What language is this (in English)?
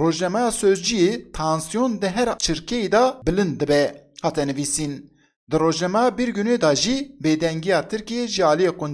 Kurdish